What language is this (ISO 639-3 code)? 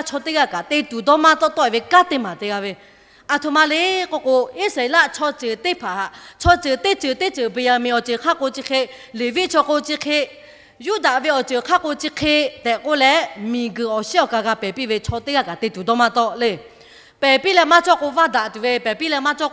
lhu